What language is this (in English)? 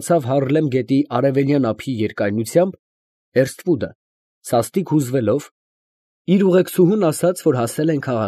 Armenian